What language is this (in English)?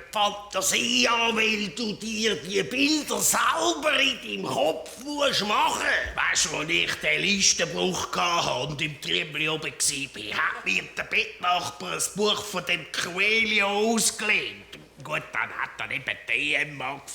Swiss German